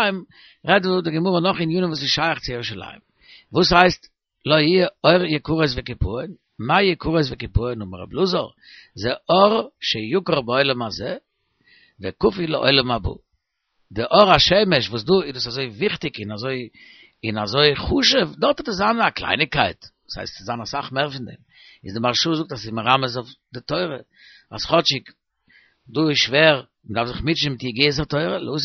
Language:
Yiddish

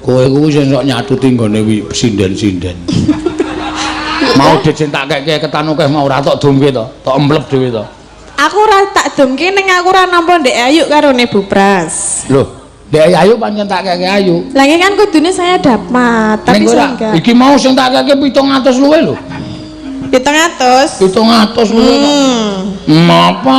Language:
Javanese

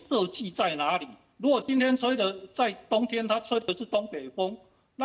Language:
Min Nan Chinese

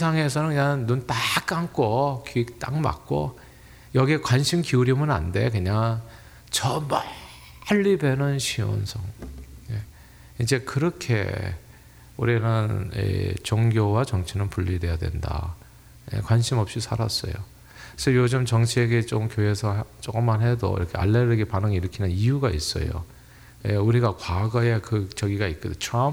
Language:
Korean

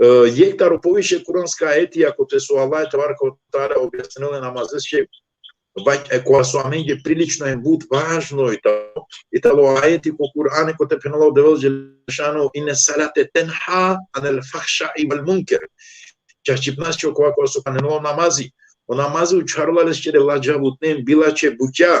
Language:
Balkan Romani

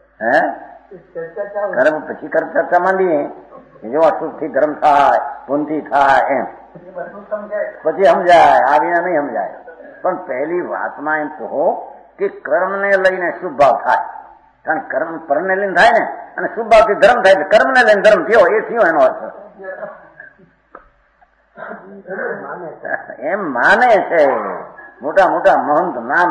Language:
Gujarati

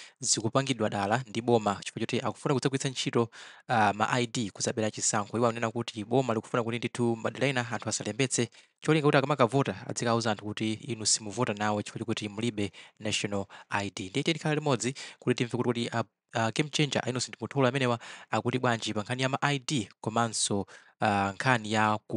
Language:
Nyanja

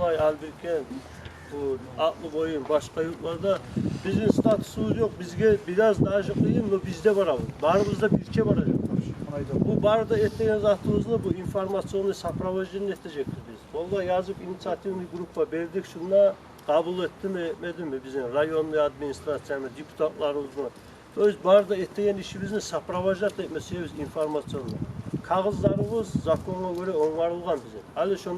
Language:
Kumyk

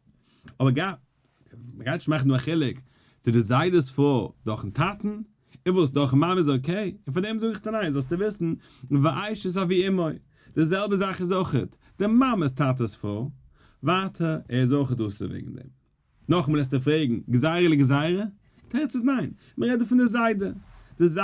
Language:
Yiddish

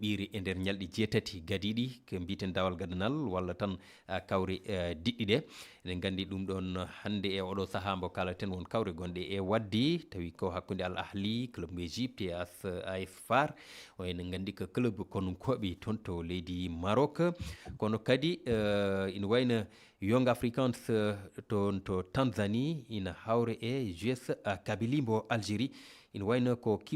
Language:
Fula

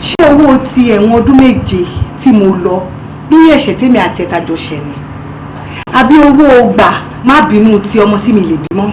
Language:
Yoruba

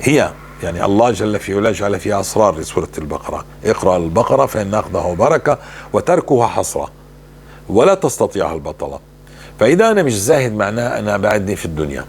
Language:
North Levantine Arabic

